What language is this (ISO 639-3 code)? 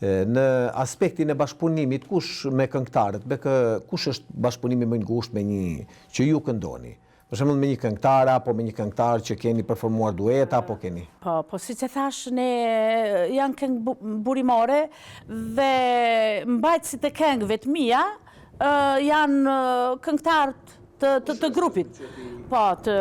sqi